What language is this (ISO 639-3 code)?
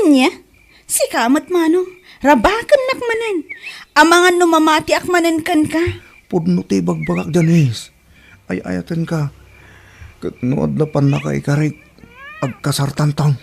ilo